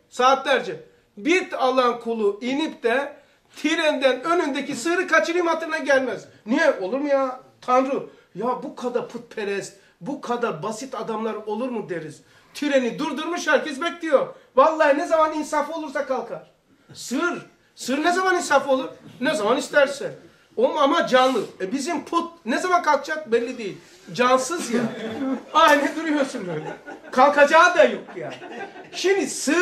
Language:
Turkish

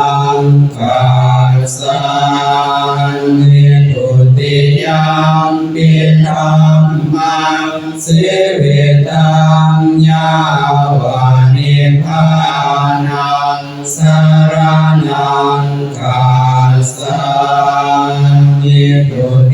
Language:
Pali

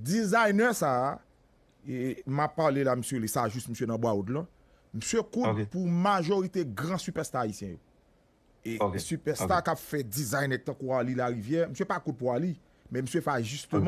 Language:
Haitian Creole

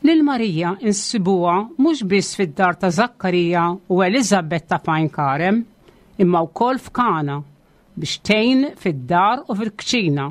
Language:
Maltese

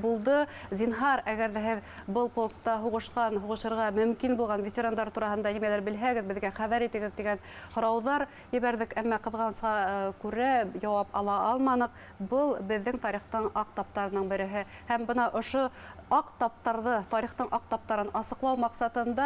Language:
Bashkir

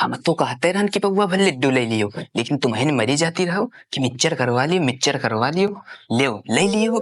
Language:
Awadhi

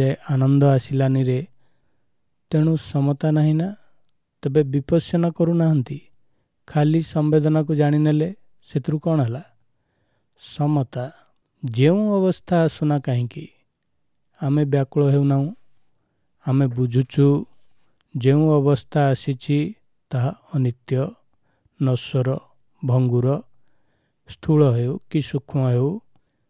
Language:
Odia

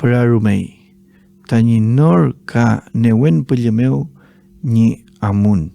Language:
Mapuche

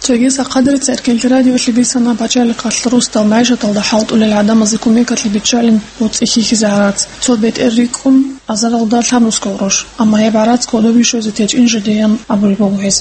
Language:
Avaric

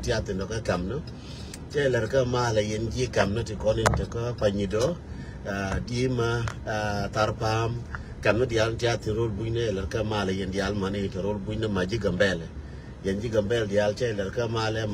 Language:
Nuer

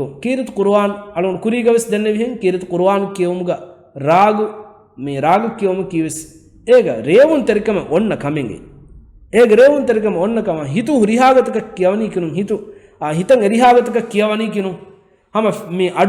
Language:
Divehi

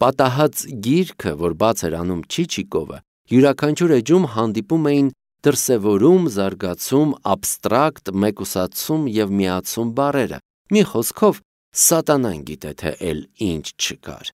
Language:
Armenian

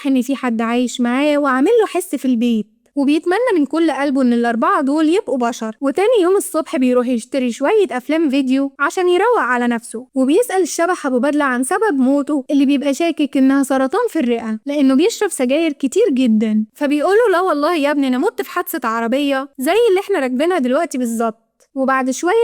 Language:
Egyptian Arabic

